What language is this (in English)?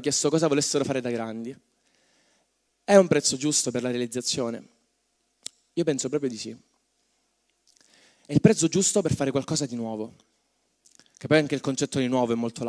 Italian